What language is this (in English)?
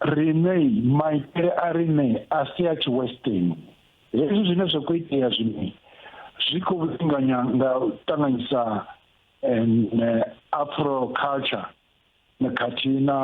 Venda